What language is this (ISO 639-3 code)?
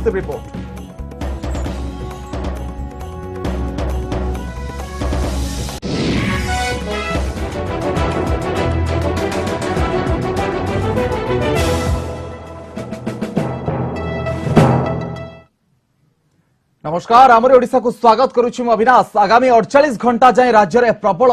ori